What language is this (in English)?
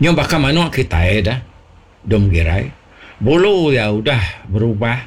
Iban